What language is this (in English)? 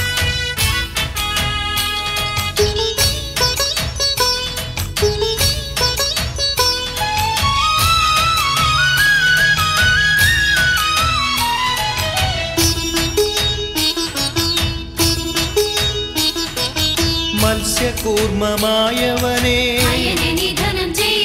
Malayalam